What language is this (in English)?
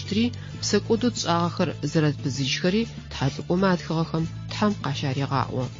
Adyghe